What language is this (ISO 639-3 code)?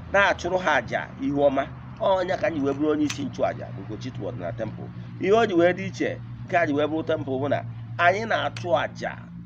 ibo